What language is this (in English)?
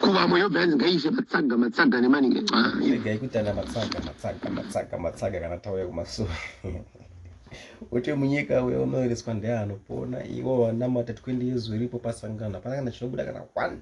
Shona